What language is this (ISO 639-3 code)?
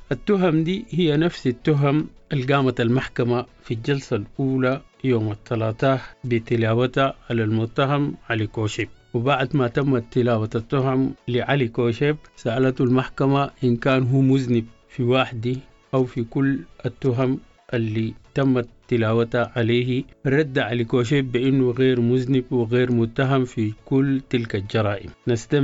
apd